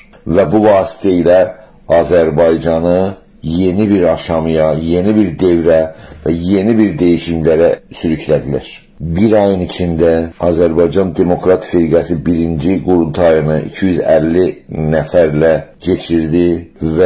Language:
South Azerbaijani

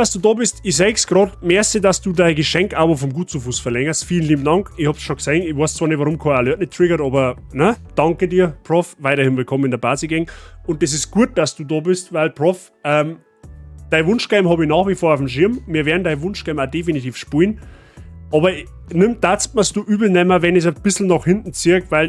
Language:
Bavarian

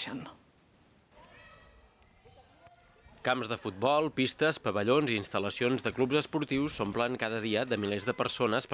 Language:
Catalan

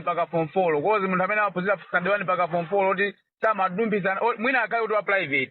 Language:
Nyanja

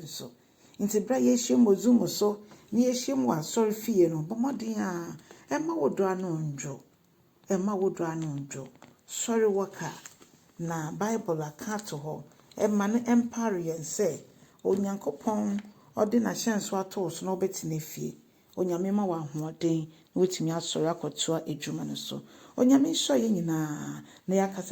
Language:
Akan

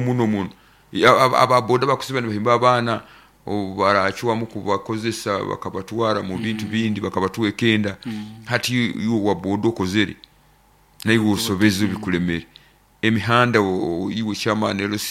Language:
Nyoro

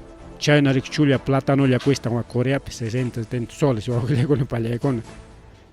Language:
Ayacucho Quechua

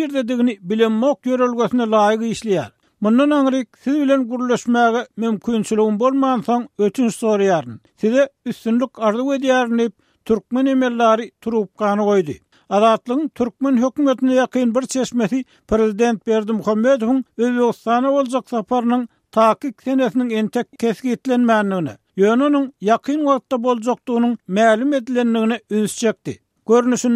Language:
Turkmen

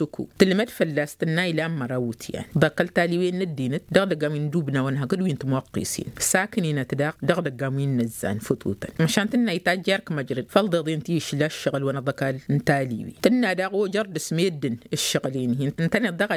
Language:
Tamasheq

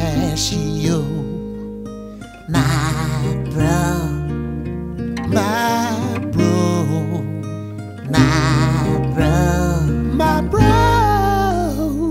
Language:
English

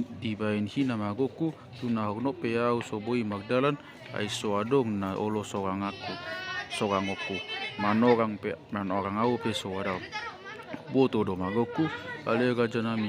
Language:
Batak Toba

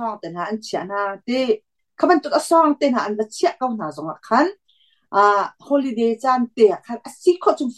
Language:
Hakha Chin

